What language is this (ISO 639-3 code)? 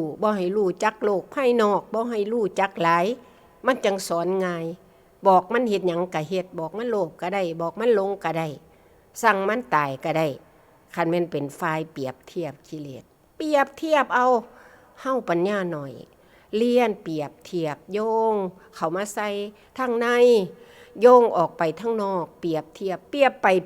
tts